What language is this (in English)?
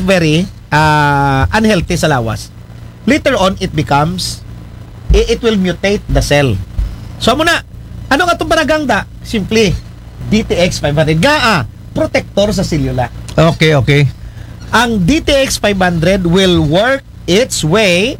Aklanon